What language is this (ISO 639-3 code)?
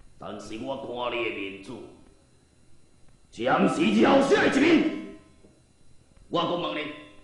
nan